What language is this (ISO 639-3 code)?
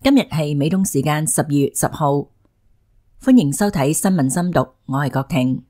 yue